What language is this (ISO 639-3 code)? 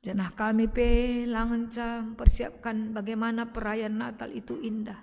btx